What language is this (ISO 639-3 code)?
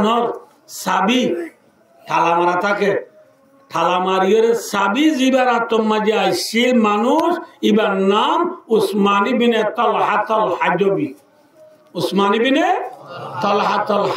rhg